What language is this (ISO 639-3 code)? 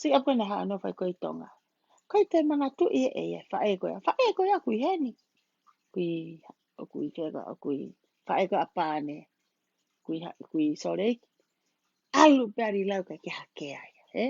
ton